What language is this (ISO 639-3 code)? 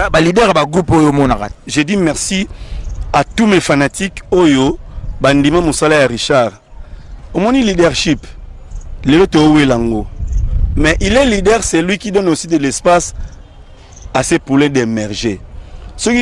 lin